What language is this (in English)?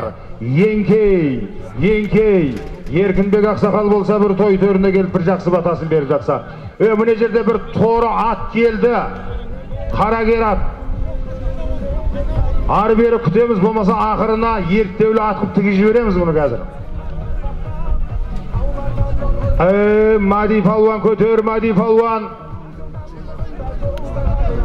Kazakh